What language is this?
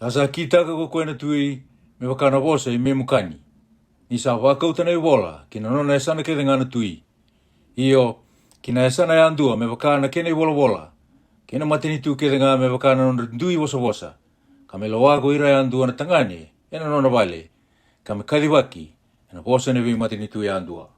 Fijian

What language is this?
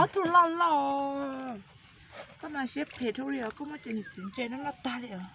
Hmong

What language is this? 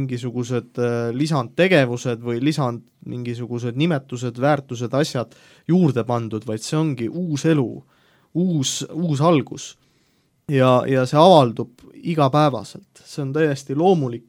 Estonian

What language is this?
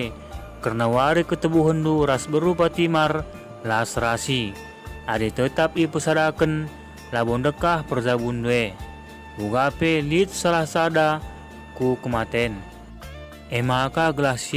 Batak Karo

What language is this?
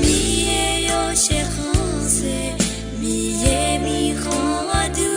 Akha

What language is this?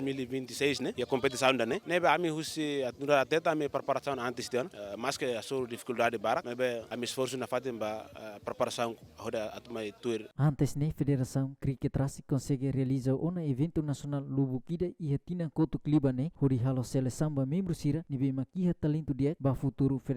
Tetum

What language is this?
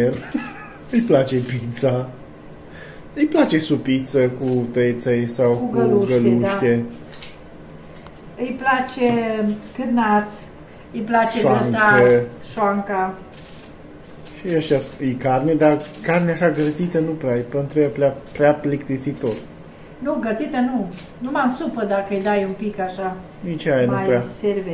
Romanian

